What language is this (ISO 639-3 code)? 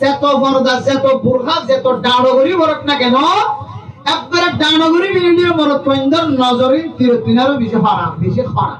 rhg